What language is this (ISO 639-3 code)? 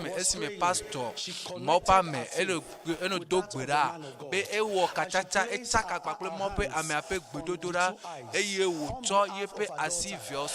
ewe